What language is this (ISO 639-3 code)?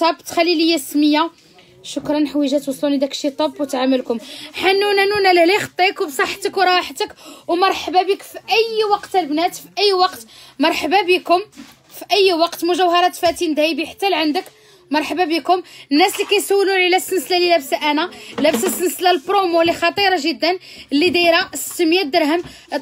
ary